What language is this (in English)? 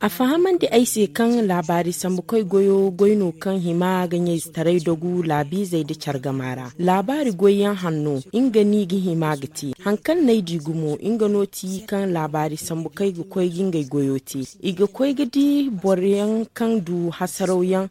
Zarma